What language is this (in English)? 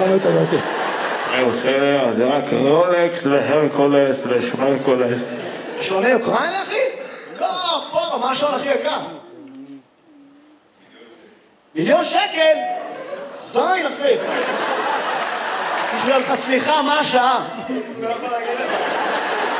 Hebrew